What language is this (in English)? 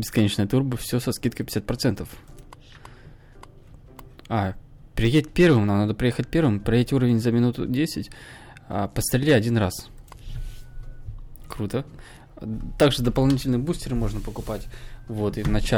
Russian